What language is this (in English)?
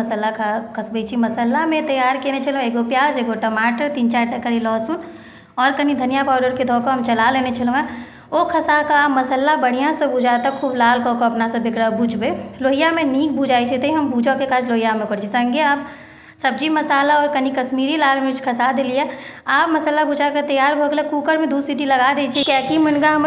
Maithili